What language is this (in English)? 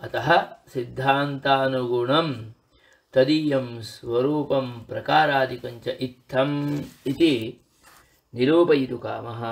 Sanskrit